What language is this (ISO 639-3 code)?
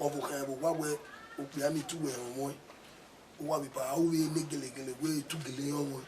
bin